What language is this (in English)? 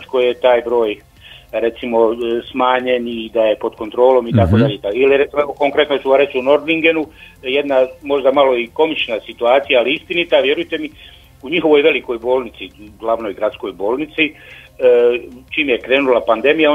Croatian